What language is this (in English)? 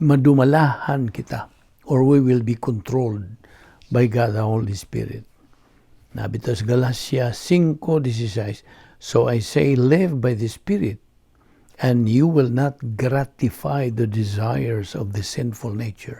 Cebuano